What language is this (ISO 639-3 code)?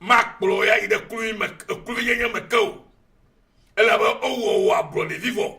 ewe